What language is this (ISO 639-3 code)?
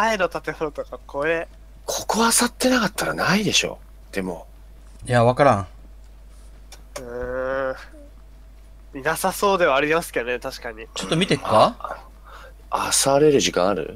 jpn